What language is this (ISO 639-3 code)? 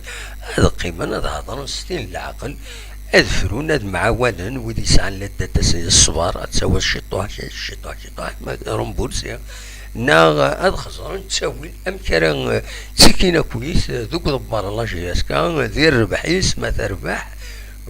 kab